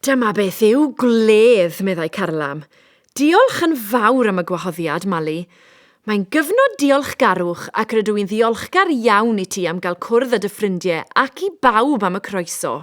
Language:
Welsh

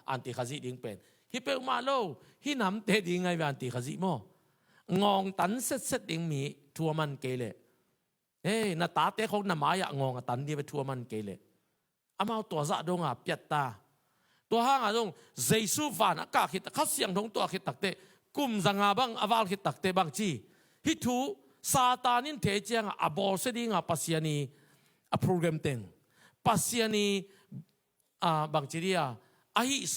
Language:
Tedim Chin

